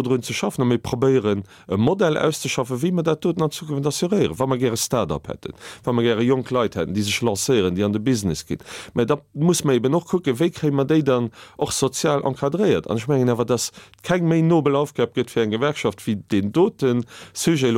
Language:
Luxembourgish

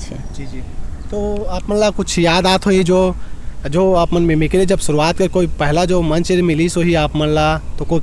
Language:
Chhattisgarhi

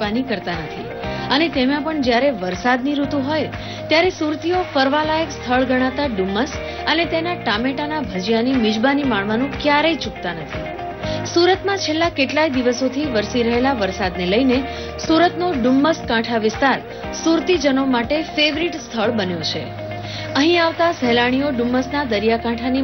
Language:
Gujarati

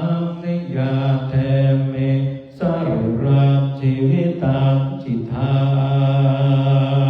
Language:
Pali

